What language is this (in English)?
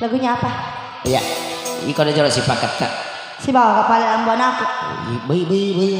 Buginese